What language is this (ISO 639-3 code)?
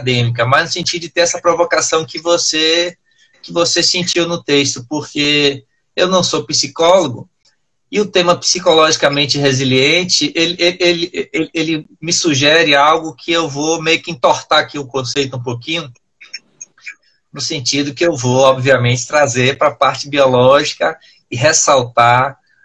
por